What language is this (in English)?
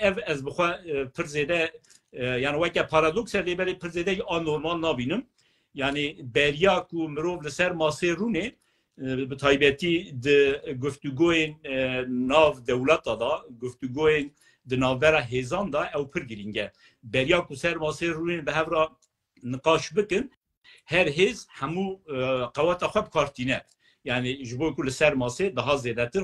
Kurdish